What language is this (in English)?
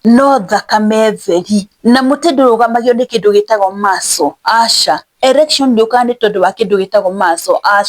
Kikuyu